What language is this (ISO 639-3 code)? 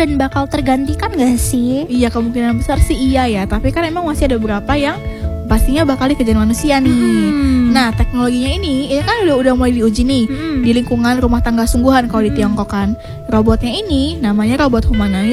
ind